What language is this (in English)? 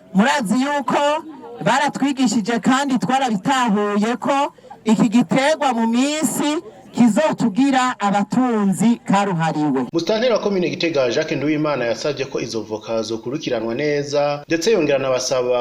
Rundi